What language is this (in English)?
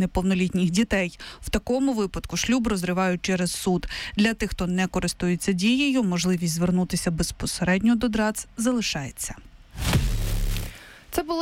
Ukrainian